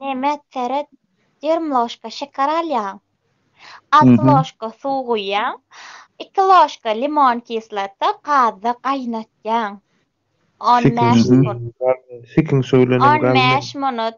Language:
Turkmen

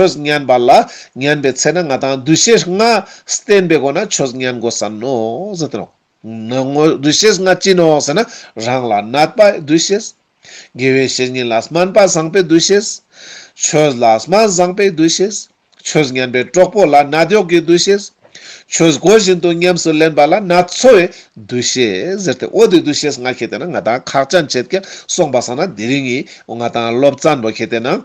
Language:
Ladakhi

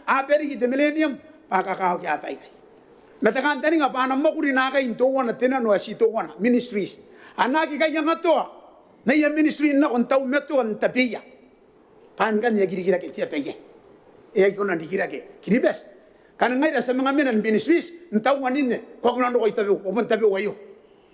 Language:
Gilbertese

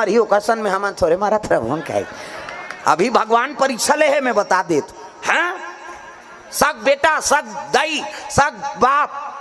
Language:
Chhattisgarhi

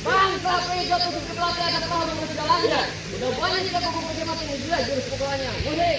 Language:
Betawi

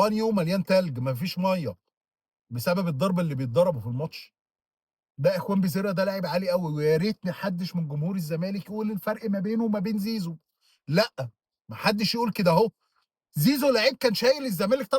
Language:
Egyptian Arabic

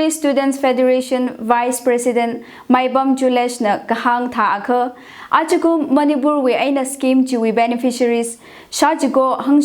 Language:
Tangkhul Naga (India)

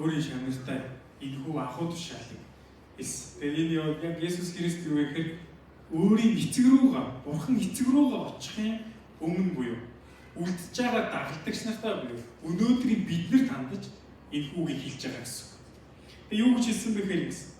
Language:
Mongolian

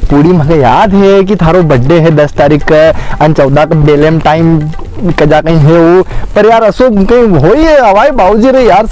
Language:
Rajasthani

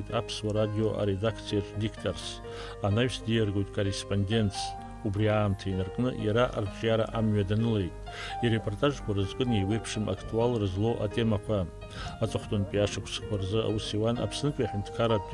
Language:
Abkhazian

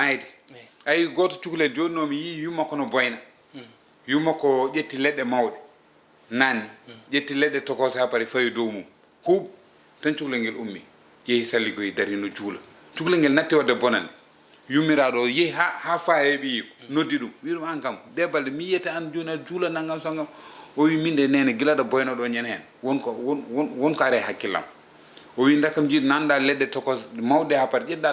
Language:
Fula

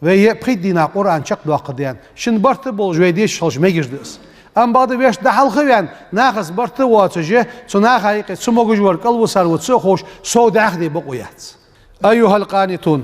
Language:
Ingush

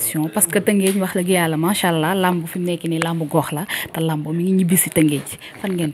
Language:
Wolof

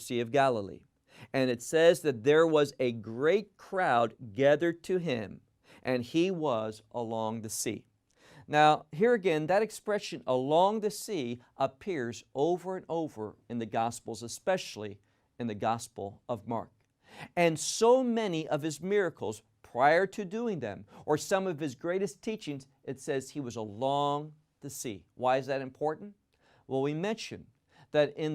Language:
English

